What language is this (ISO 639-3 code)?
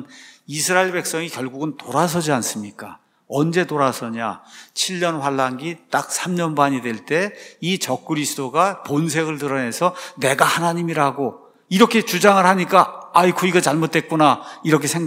kor